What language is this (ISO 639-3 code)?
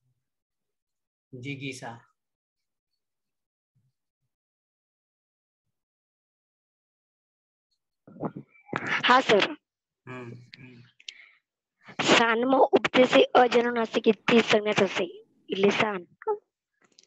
guj